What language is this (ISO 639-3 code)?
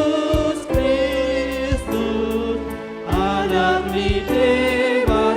bbc